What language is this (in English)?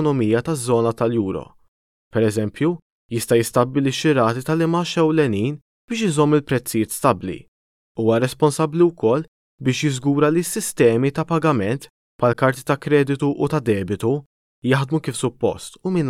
Maltese